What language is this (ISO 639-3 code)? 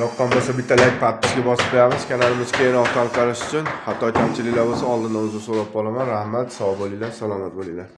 uzb